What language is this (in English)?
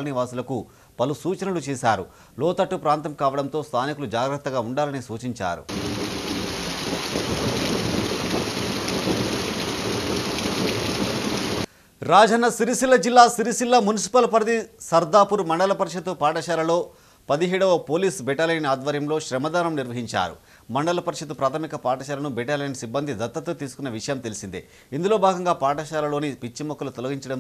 Telugu